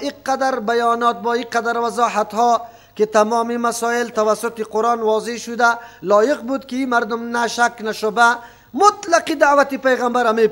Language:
Persian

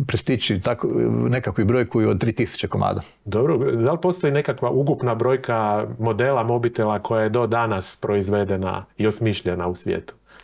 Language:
Croatian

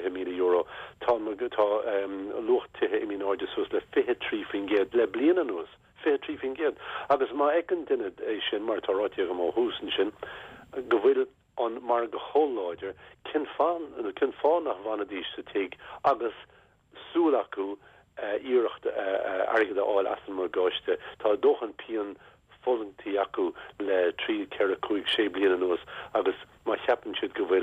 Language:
Irish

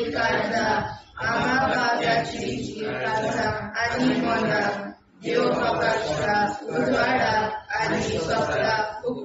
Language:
Konkani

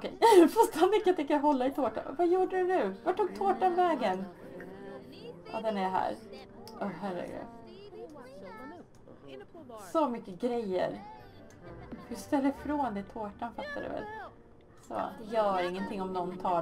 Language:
Swedish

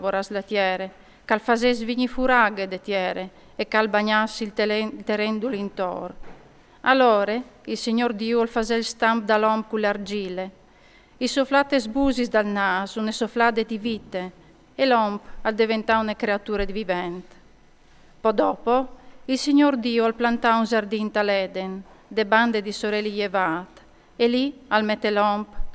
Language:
Friulian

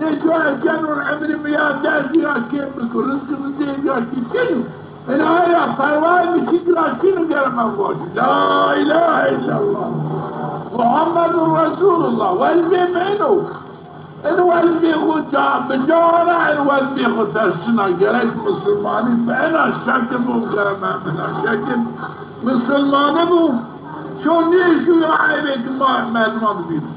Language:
Zaza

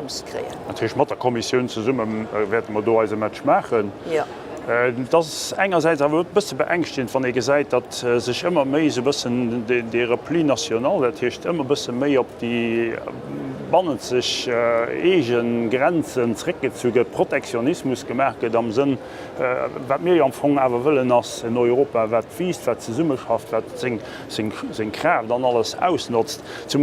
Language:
Luxembourgish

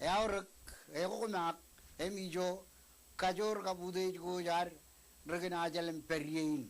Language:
Marshallese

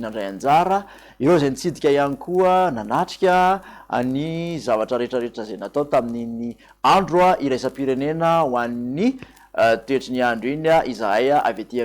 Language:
Malagasy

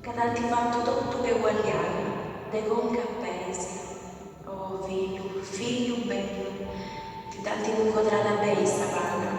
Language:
Sardinian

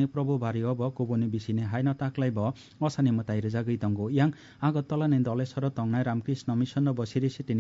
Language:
Kok Borok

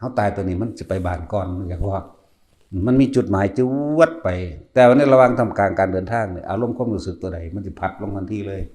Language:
Lao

